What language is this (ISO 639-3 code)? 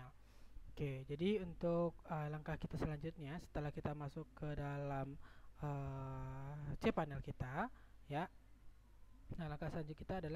ind